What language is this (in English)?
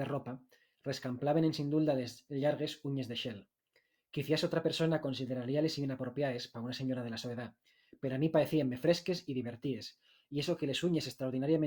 Asturian